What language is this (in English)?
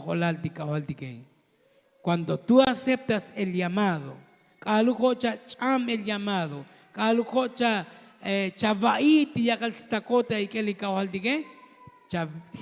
Tzotzil